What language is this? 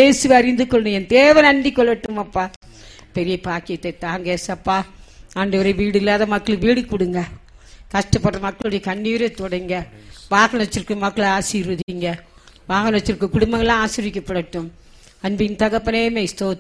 Tamil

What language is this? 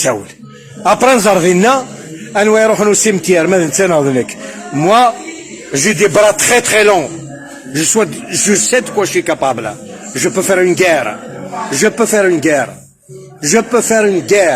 Kabyle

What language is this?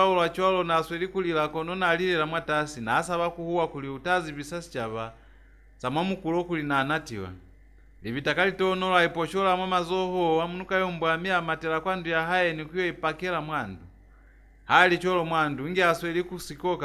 Lozi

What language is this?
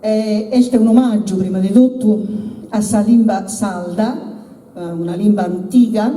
Sardinian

